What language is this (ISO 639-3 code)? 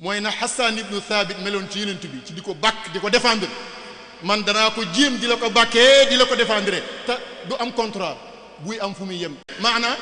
wol